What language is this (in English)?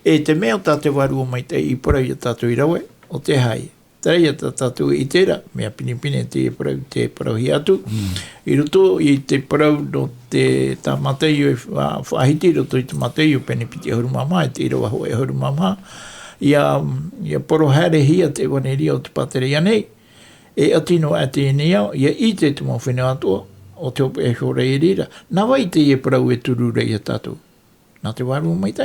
Tahitian